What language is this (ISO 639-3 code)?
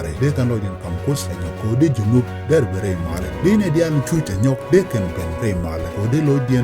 nus